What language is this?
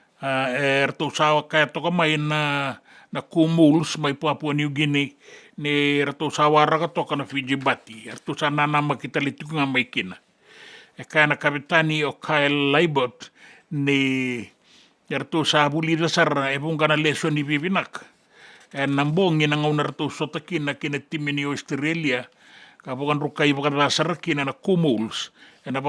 Fijian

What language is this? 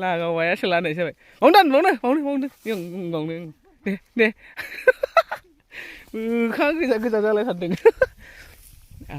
Bodo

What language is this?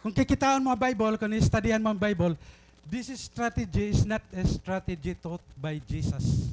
Waray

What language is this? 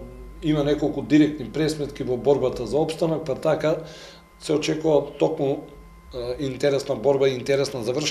Macedonian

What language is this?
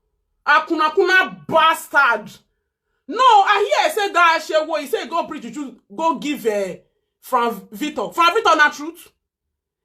Nigerian Pidgin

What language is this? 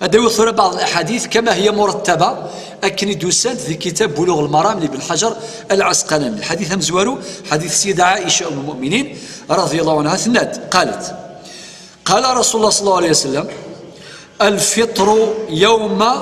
Kabyle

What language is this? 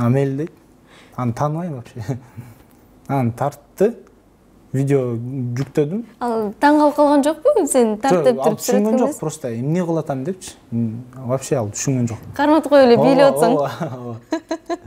Kyrgyz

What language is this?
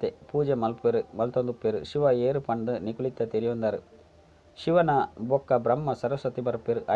Tulu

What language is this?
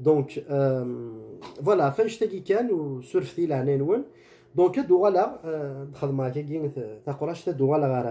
Kabyle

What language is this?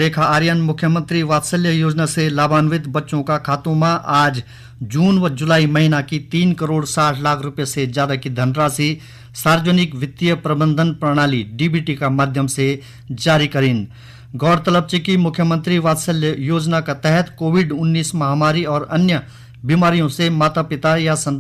Garhwali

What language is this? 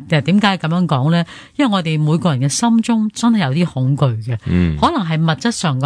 Cantonese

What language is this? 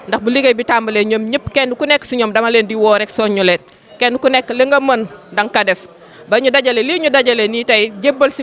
Wolof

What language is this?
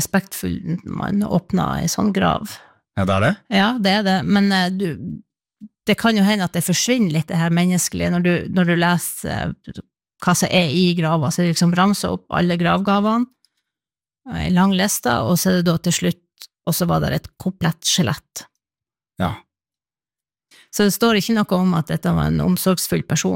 Norwegian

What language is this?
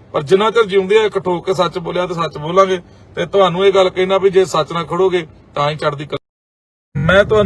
Punjabi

